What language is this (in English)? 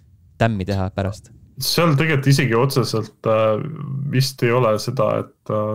Estonian